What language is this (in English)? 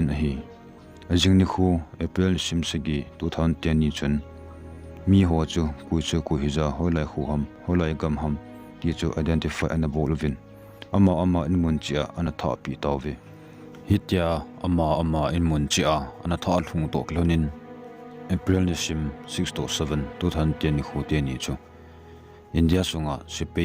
Thado Chin